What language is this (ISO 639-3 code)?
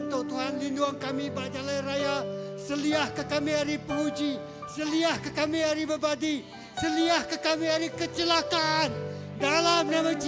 iba